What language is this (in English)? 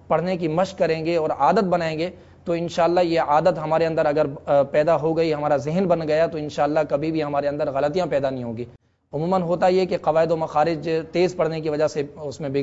Urdu